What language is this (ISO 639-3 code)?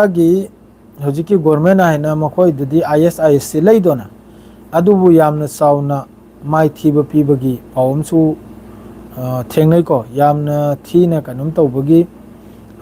mni